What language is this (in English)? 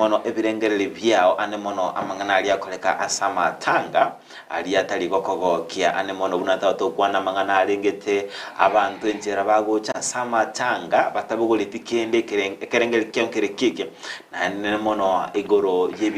Gusii